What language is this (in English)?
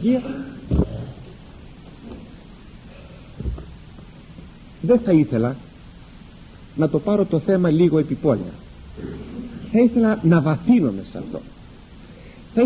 Greek